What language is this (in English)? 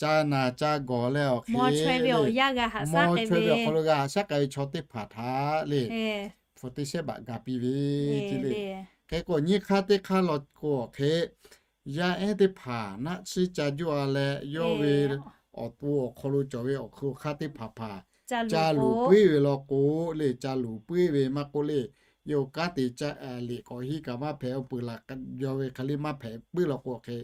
Lahu